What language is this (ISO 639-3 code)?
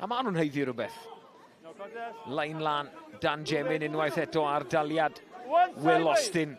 cym